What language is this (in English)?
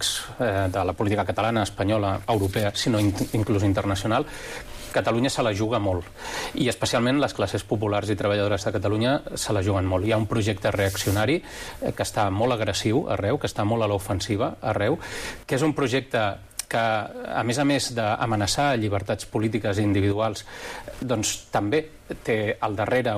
Catalan